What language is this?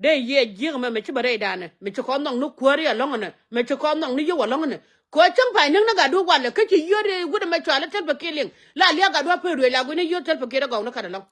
Nuer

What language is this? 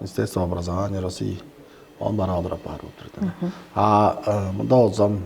Tuvinian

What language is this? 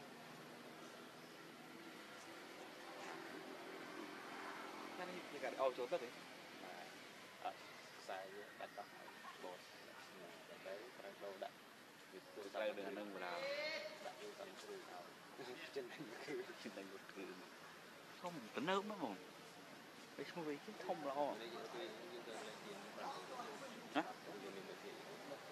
Vietnamese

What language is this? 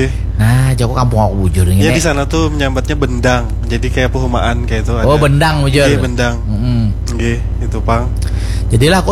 Banjar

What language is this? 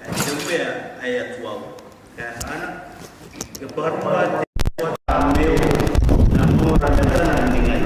Gilbertese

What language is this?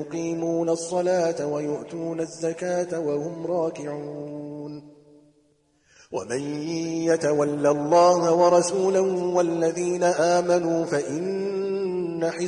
Arabic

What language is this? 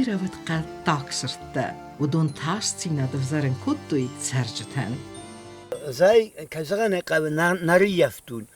Ossetic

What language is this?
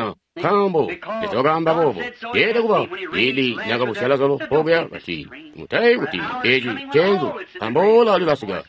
Tonga (Zambia)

